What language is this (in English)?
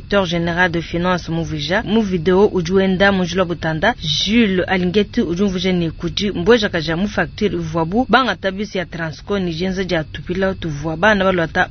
Luba-Lulua